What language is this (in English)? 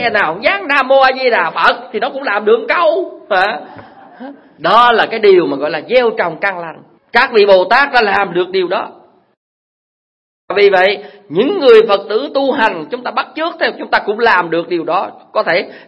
Vietnamese